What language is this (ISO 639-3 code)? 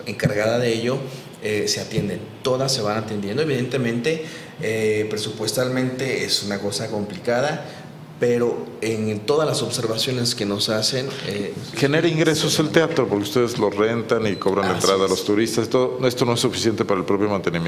spa